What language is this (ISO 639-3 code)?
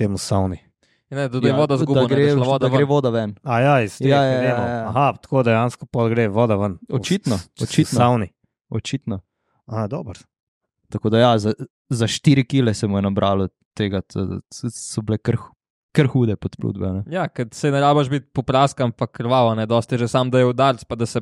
slv